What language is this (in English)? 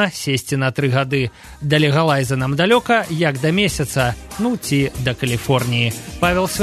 Belarusian